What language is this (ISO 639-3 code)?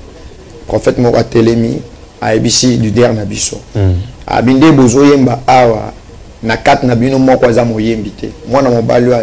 lin